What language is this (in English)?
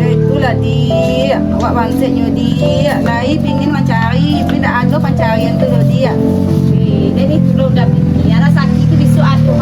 Minangkabau